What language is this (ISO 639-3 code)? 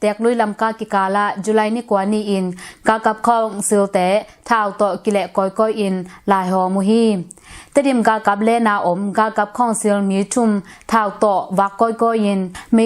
ctd